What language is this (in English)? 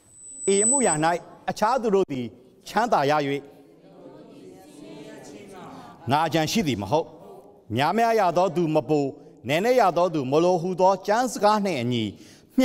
Burmese